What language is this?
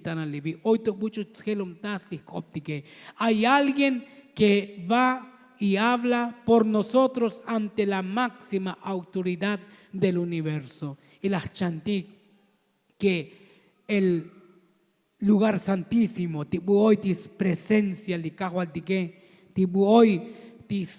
Tzotzil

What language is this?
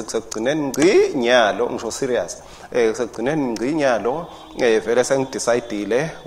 Swati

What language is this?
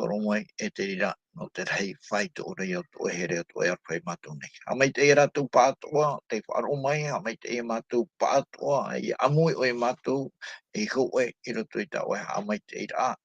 Tahitian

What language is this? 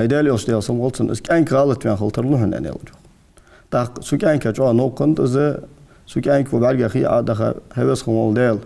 Ingush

